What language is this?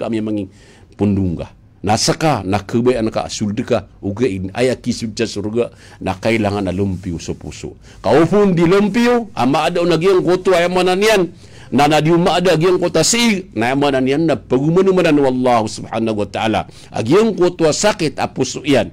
Maranao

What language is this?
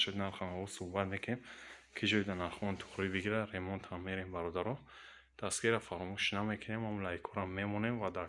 Tajik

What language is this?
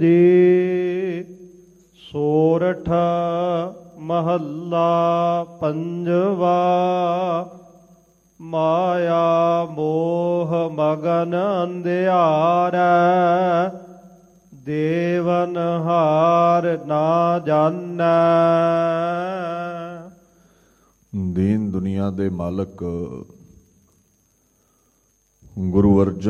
Punjabi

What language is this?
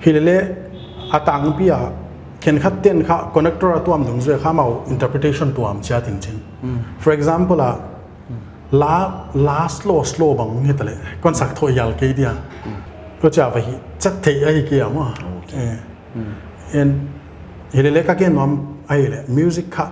Paite Chin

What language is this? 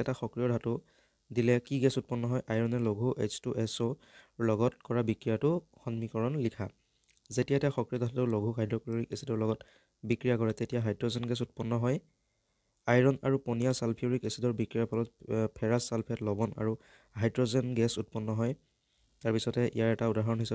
Assamese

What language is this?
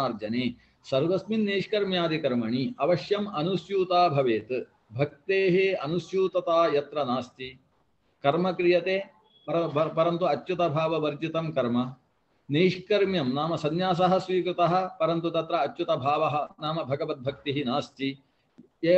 Sanskrit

